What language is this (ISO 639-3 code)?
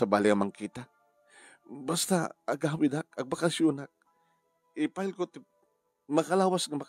ilo